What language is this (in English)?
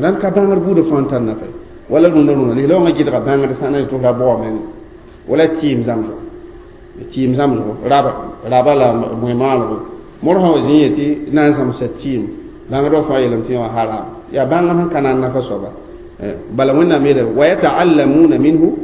Mossi